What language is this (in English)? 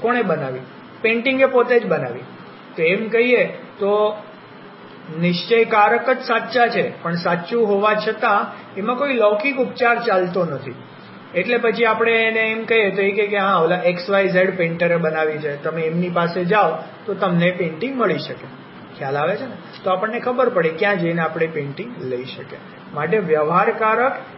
Gujarati